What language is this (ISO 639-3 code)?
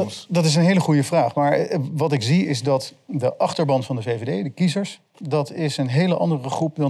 nld